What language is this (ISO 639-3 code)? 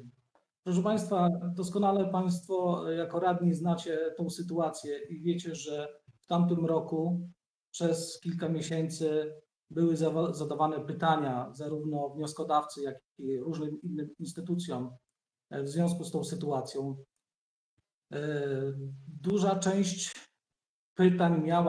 pol